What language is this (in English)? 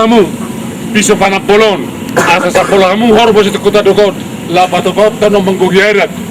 Batak Toba